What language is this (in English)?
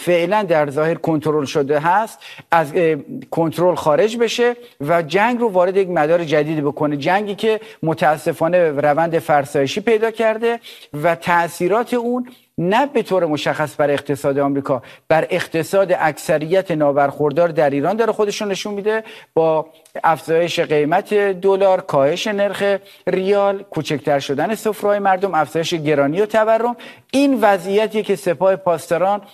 Persian